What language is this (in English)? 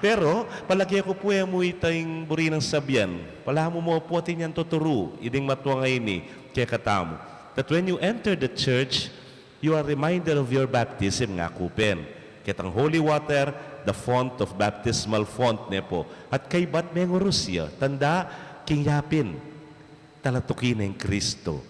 Pampanga